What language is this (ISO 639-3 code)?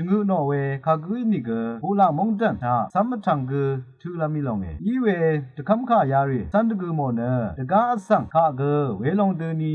raw